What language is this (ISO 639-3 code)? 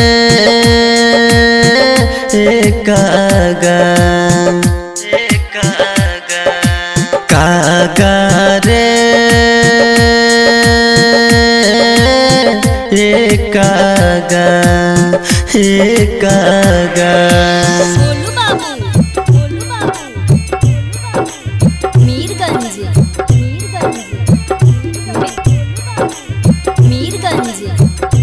bho